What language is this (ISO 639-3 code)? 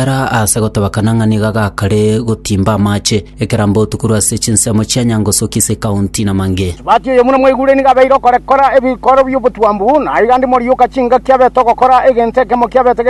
guz